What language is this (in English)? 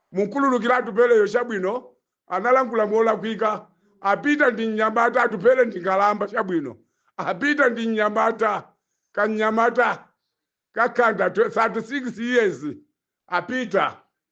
Nyanja